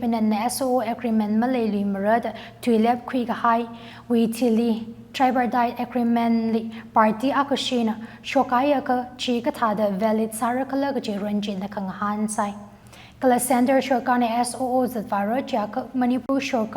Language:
Tangkhul Naga (India)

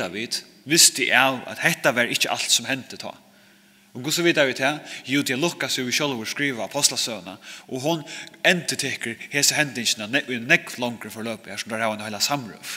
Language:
Faroese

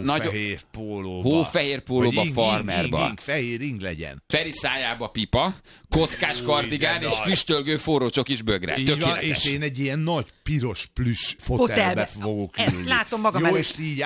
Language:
Hungarian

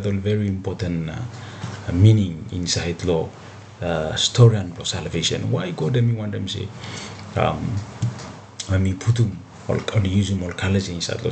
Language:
Bislama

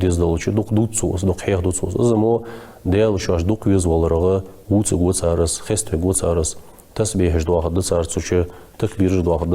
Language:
Ingush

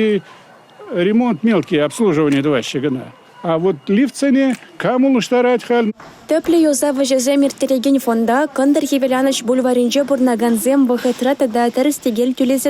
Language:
Chuvash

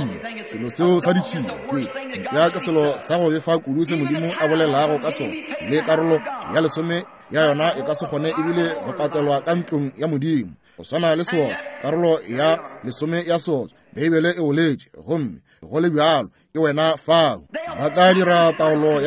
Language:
Northern Sotho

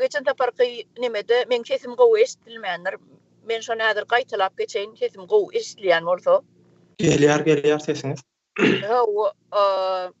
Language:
Turkmen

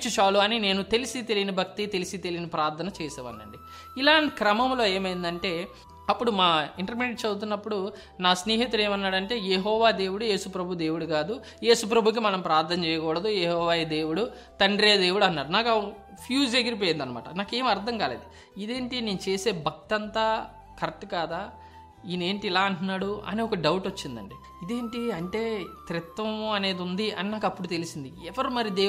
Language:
Telugu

